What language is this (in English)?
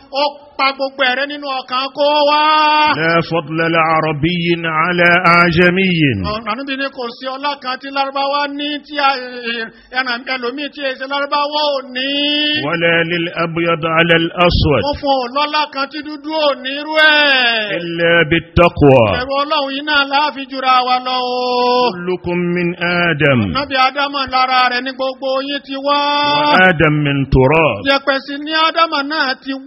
Yoruba